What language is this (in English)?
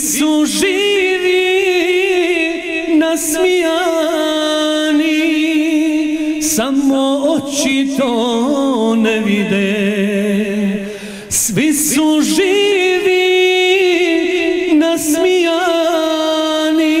Bosnian